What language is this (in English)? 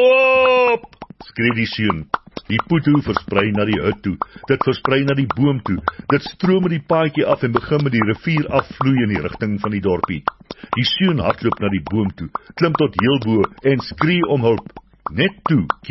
Afrikaans